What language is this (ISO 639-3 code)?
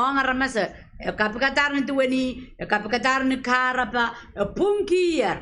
pon